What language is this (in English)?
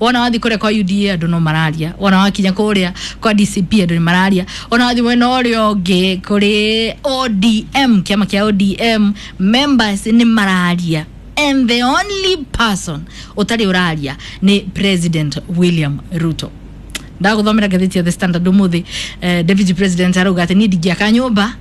Kikuyu